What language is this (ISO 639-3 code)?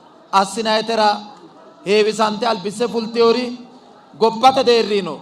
sid